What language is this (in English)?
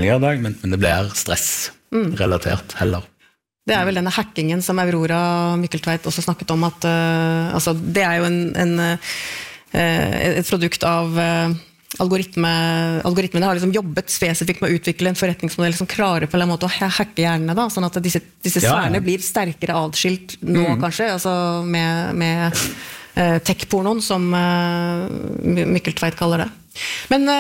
Norwegian